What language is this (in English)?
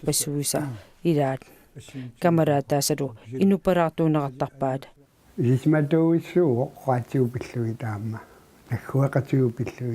Kalaallisut